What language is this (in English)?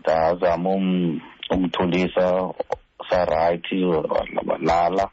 Xhosa